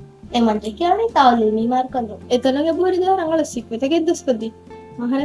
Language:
Divehi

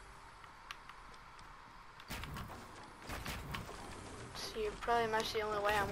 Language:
English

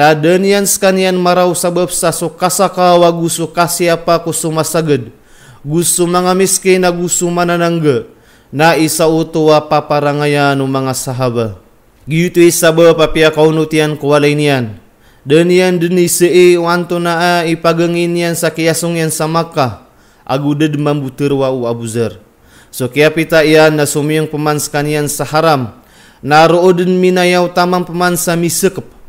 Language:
Maranao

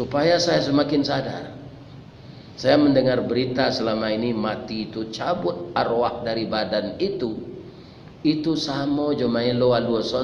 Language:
Minangkabau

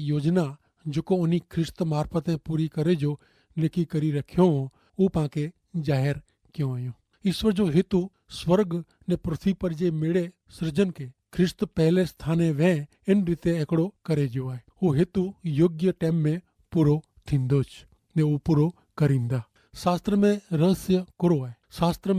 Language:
Kachhi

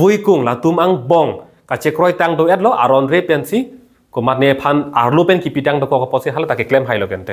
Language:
Karbi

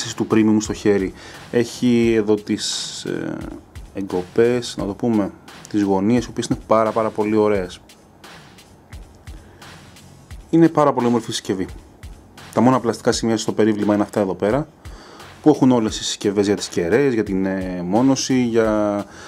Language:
Greek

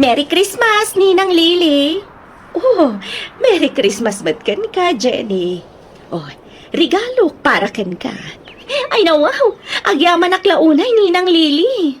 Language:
Iloko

